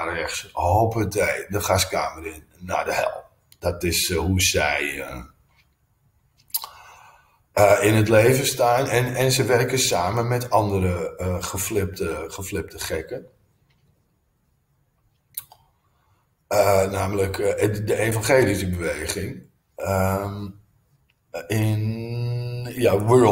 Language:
Dutch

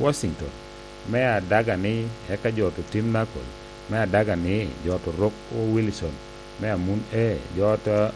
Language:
Lango (Uganda)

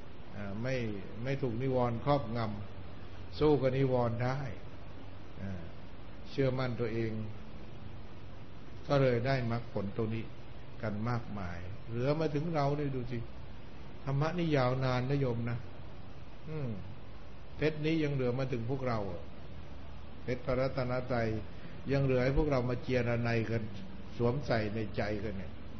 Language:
Thai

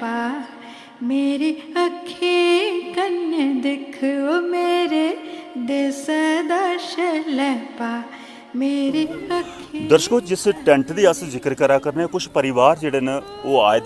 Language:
Dogri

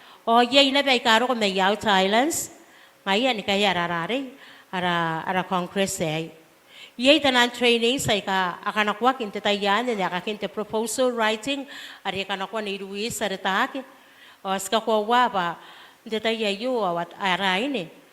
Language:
Gilbertese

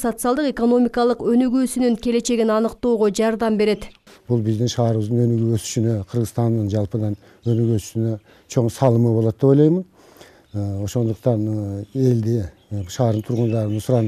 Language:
Kyrgyz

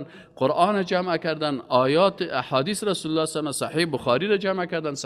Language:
Persian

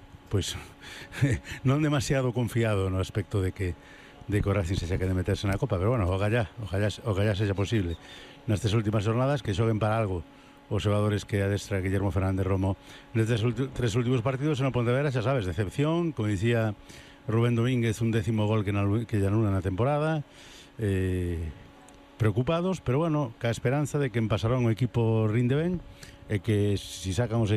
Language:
Galician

